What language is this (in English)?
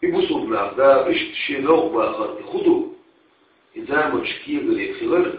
Chechen